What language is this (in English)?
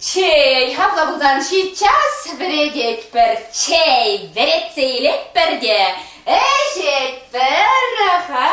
Chuvash